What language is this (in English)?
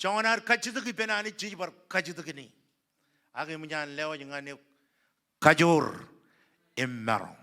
Marshallese